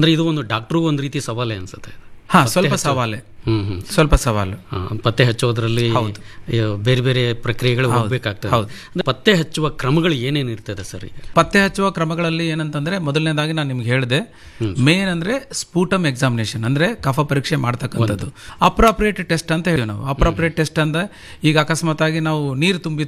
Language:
Kannada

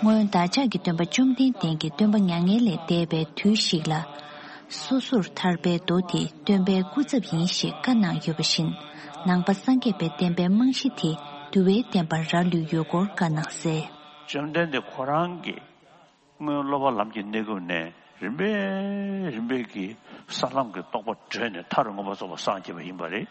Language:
Tibetan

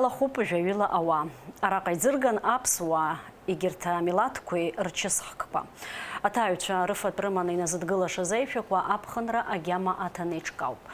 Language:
Abkhazian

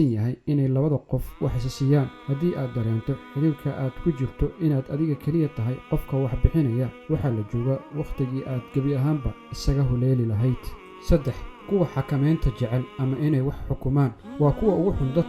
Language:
Somali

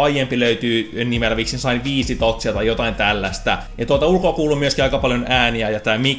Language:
Finnish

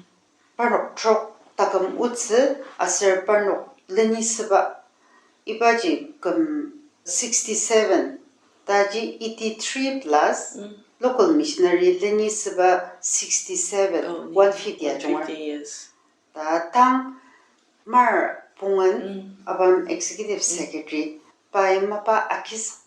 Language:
Ao Naga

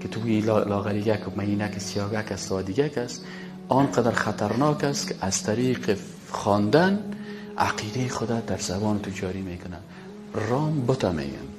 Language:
Persian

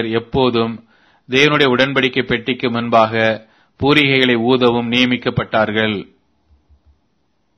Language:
Tamil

